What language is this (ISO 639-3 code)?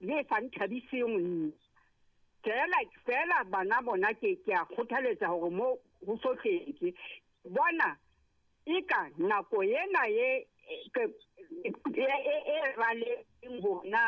sot